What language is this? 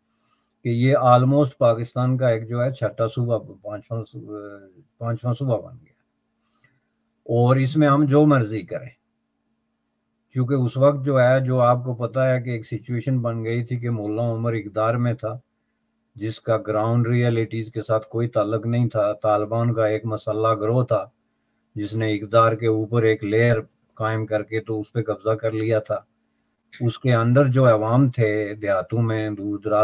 Urdu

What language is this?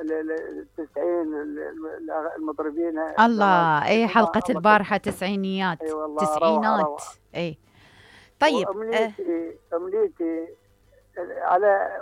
Mesopotamian Arabic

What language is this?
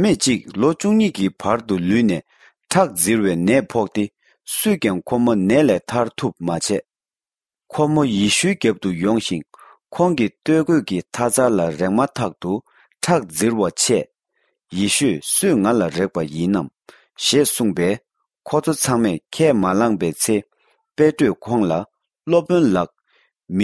Tibetan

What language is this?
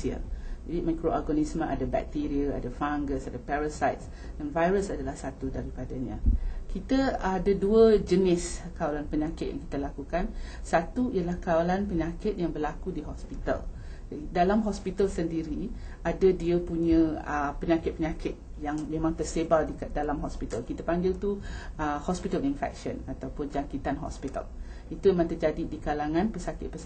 Malay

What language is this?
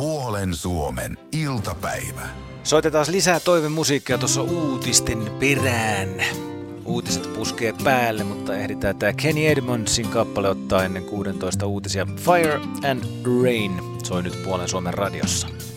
Finnish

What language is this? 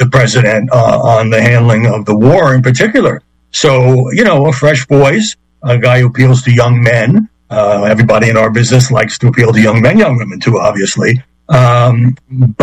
English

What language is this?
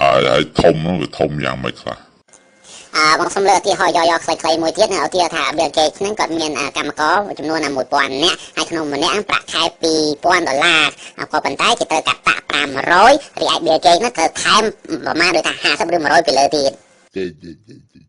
Khmer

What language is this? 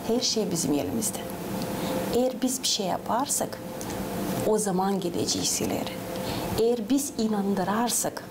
Gagauz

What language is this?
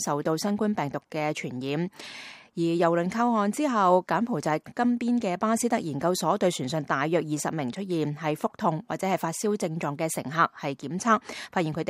Cantonese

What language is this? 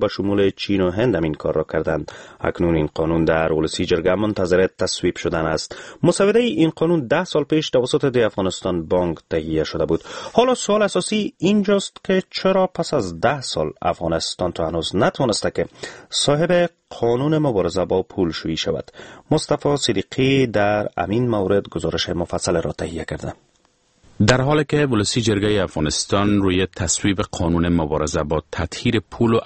Persian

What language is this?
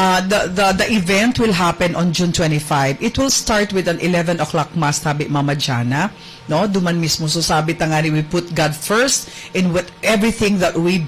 Bikol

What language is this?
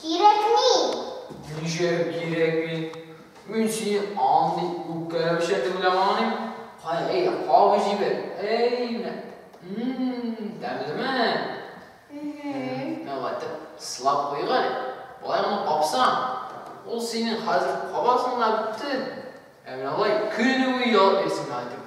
Tatar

